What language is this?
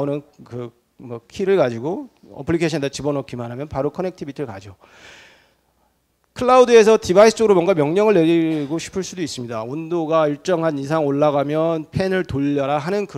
Korean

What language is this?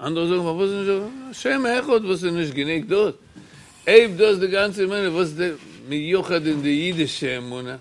Yiddish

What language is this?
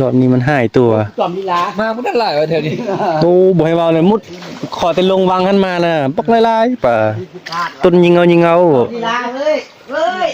Northeastern Thai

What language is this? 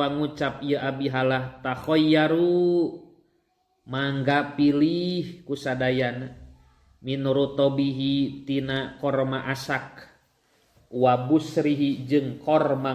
Sundanese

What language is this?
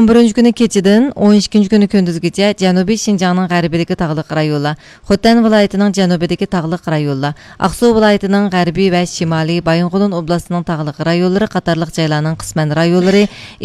Uyghur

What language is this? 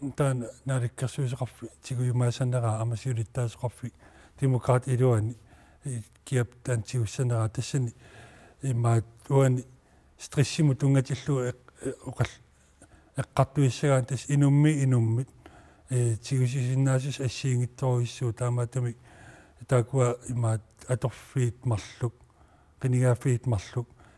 Kalaallisut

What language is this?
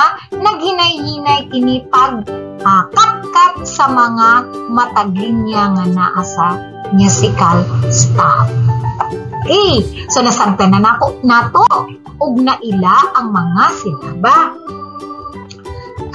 Cebuano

